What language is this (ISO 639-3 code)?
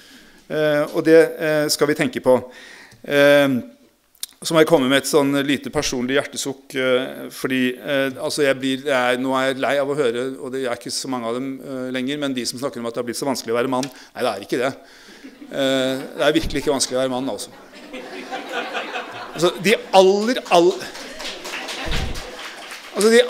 nor